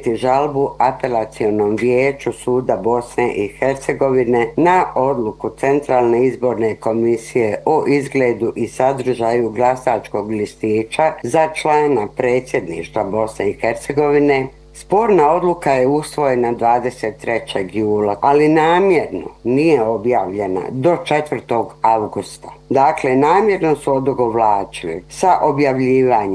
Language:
Bosnian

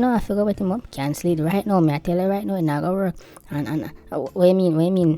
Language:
Jamaican Creole English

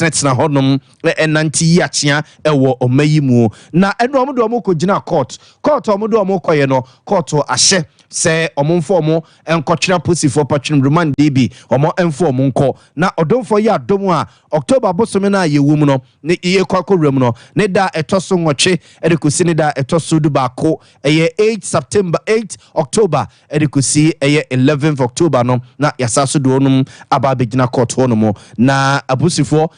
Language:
Akan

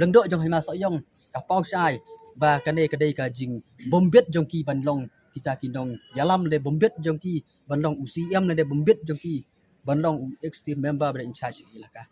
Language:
Khasi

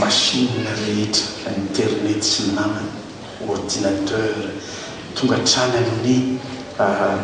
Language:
Malagasy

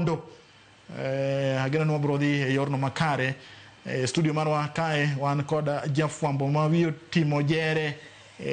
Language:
Luo (Kenya and Tanzania)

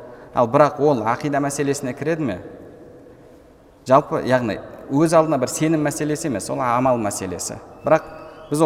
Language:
Kazakh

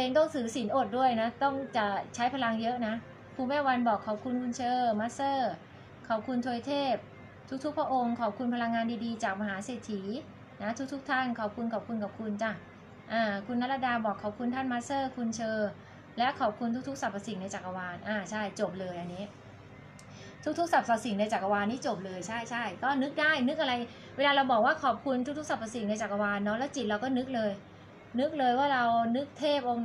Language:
Thai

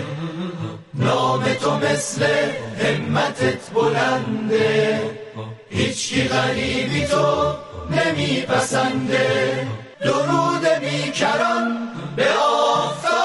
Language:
Persian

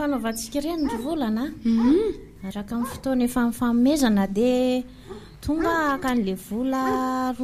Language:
Malagasy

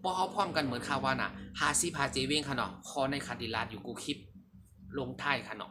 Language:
Shan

